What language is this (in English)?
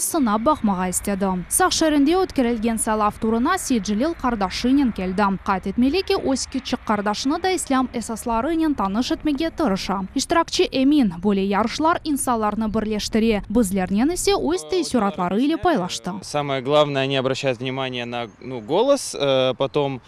Crimean Tatar